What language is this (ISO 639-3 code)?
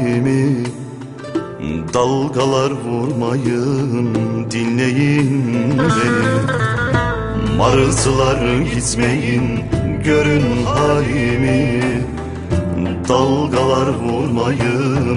tur